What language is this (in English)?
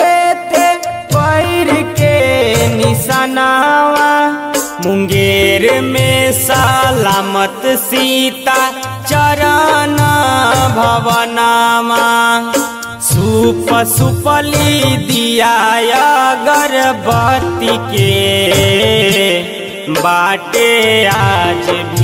Bhojpuri